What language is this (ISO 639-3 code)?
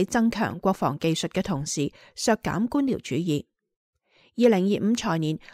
yue